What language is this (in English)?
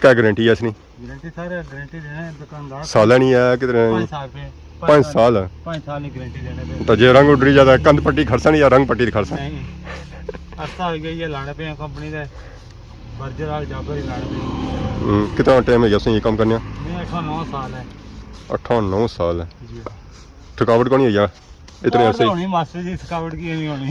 Pahari-Potwari